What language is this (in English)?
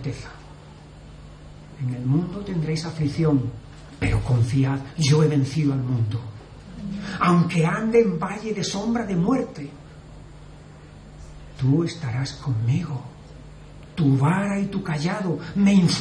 Spanish